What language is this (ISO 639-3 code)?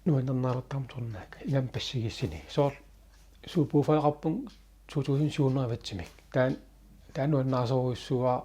kal